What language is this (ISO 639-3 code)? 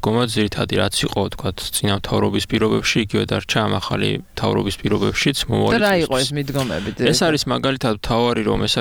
kat